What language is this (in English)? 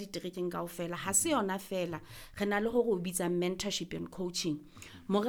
Southern Sotho